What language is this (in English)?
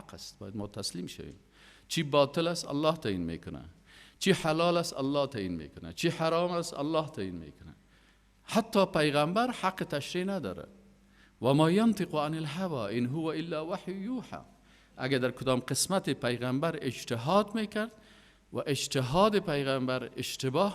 Tajik